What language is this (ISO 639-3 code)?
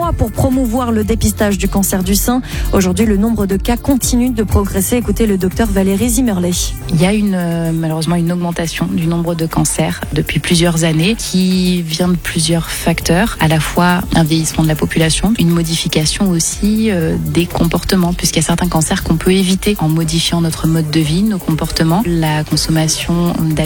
fra